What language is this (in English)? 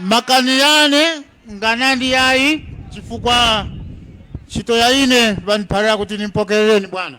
Tumbuka